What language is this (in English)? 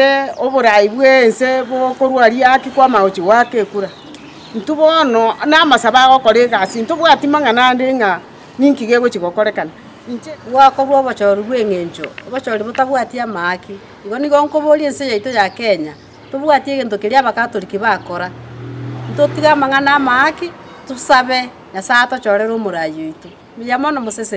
Gusii